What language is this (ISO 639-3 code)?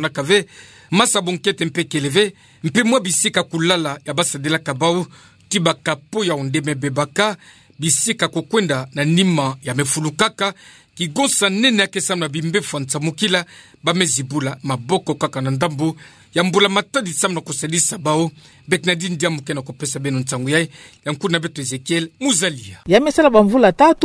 ktu